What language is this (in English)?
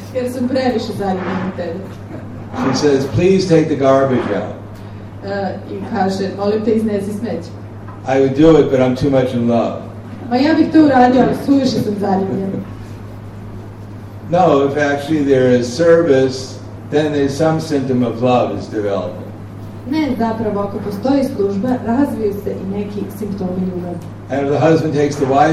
Serbian